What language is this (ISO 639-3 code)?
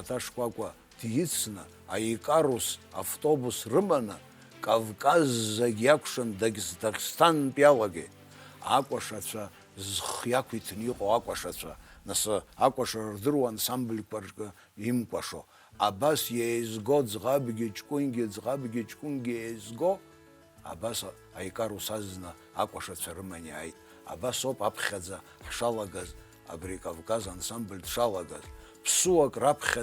abk